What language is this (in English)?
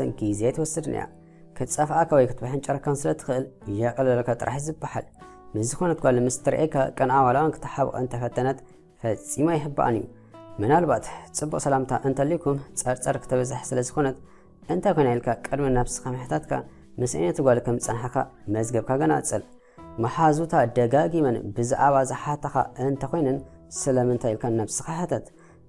Tigrinya